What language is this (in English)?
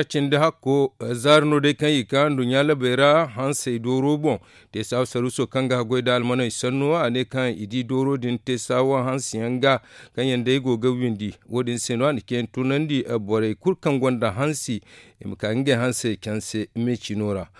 Zarma